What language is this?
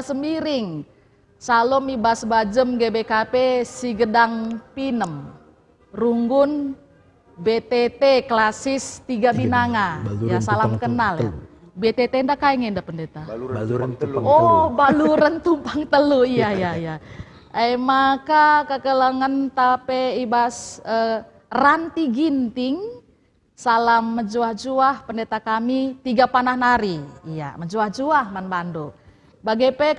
Batak Karo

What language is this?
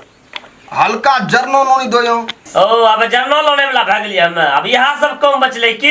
Maithili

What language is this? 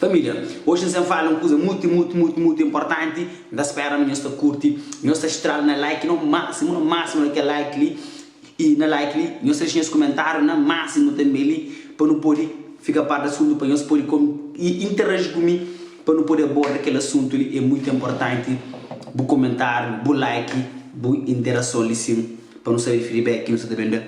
Kabuverdianu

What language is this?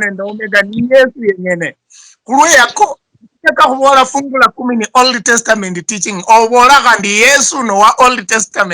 Luyia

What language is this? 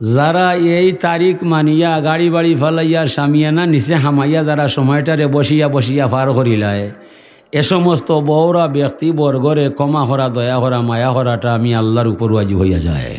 Sylheti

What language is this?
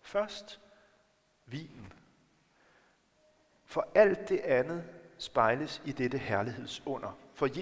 Danish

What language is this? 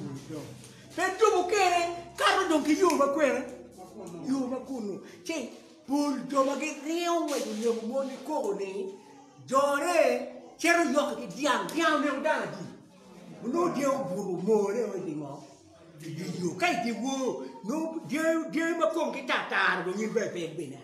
Acoli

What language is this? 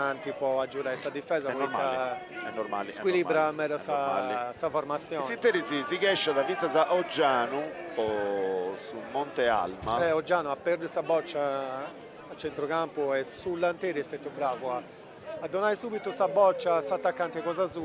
Sardinian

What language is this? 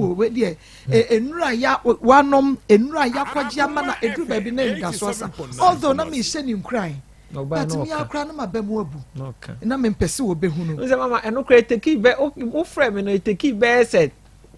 Akan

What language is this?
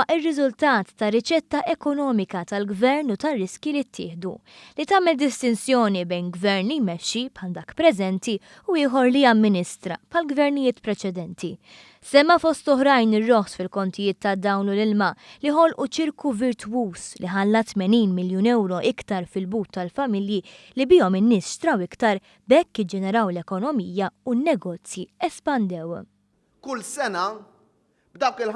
Maltese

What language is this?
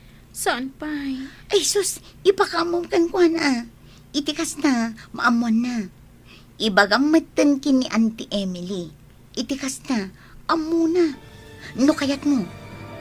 Iloko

